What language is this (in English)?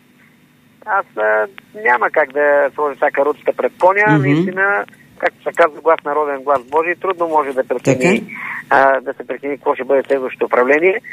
Bulgarian